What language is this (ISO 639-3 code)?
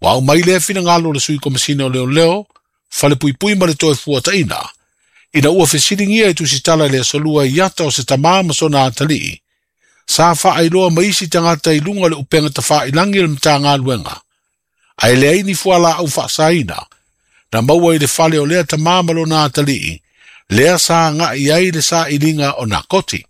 smo